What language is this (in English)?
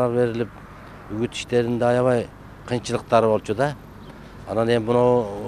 Kyrgyz